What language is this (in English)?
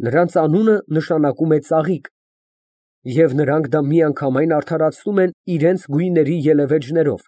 Armenian